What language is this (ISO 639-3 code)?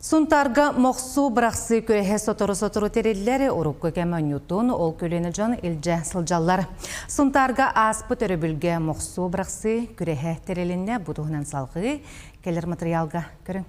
sah